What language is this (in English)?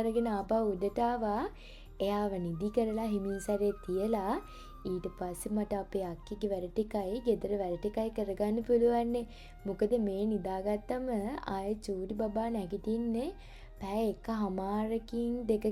Sinhala